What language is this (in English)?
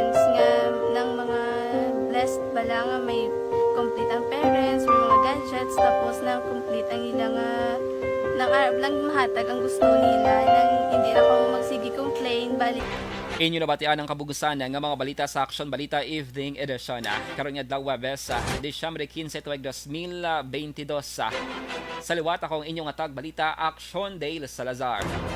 Hiligaynon